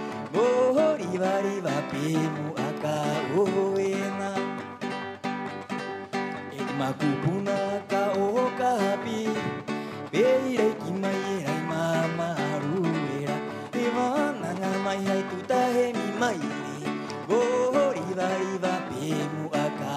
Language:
Rapanui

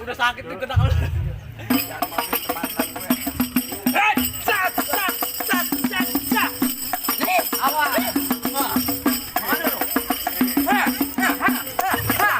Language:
Betawi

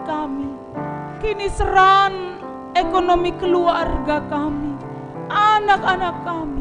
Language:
Batak Karo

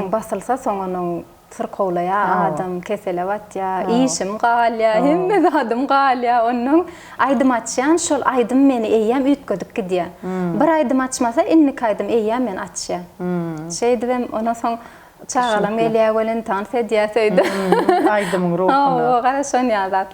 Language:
Turkmen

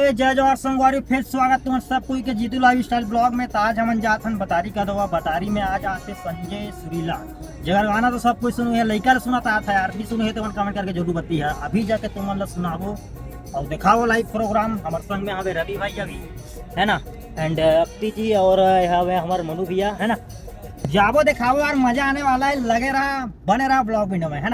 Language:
Chhattisgarhi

